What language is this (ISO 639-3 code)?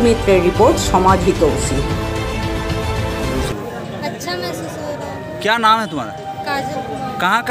ben